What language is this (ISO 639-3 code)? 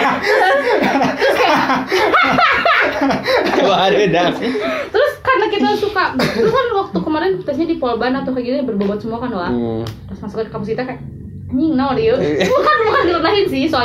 ind